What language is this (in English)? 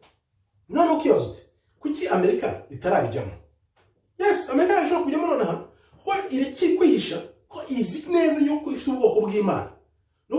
Kinyarwanda